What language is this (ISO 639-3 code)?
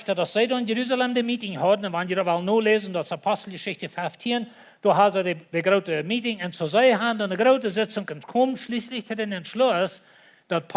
pdt